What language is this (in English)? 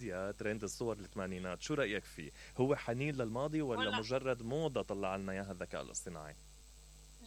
Mesopotamian Arabic